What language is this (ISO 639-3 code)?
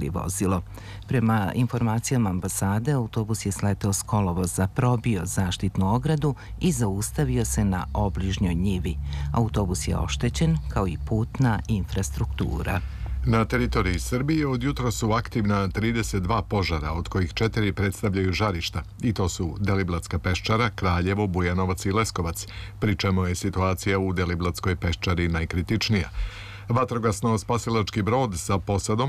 srp